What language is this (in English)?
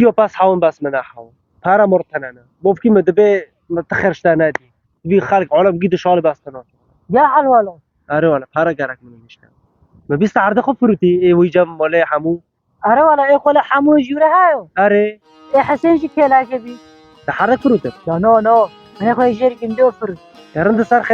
Kurdish